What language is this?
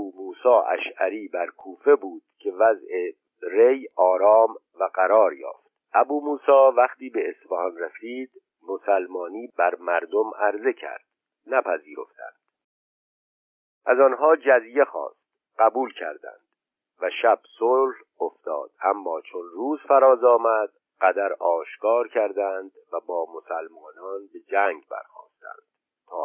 Persian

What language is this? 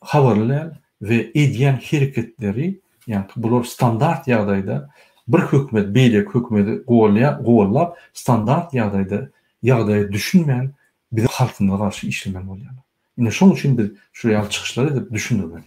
Turkmen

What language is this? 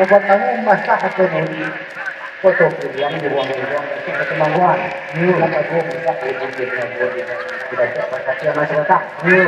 Minangkabau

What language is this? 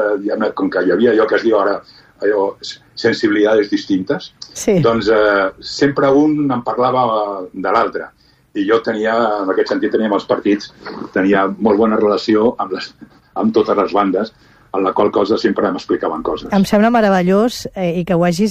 Catalan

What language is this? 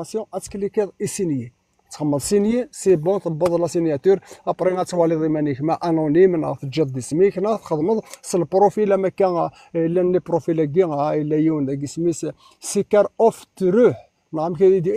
Kabyle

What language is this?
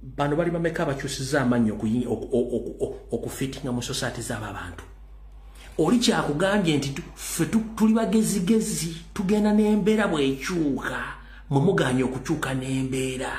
Ganda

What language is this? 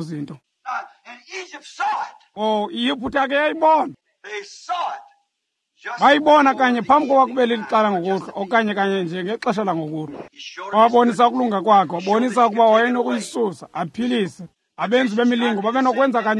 Xhosa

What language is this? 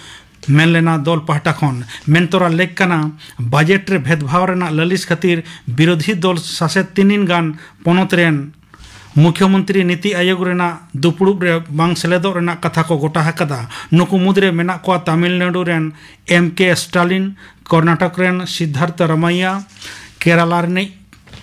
Santali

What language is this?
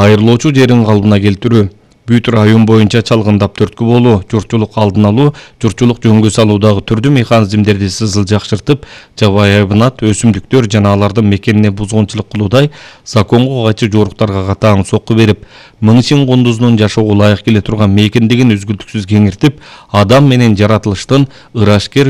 Kyrgyz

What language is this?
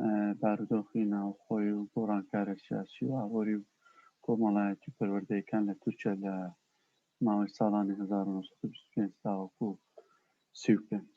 Central Kurdish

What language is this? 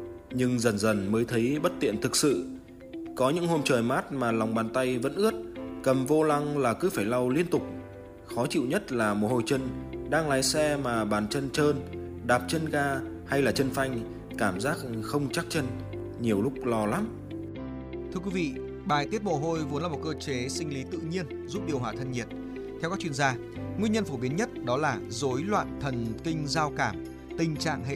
Vietnamese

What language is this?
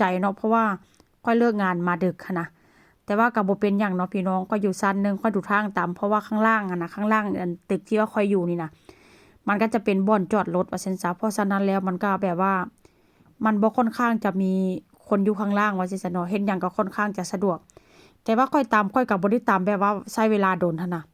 Northeastern Thai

